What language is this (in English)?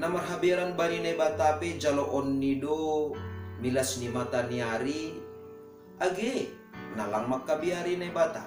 Batak Simalungun